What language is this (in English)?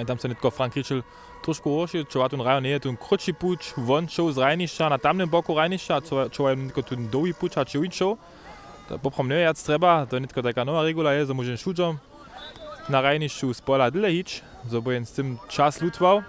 Upper Sorbian